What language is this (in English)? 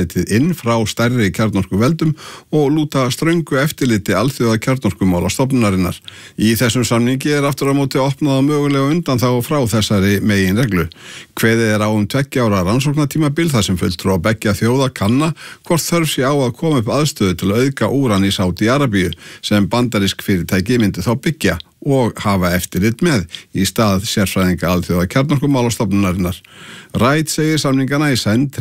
Icelandic